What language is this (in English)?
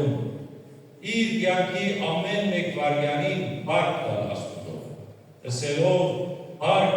Western Armenian